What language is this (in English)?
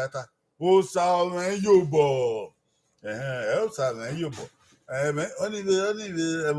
Bini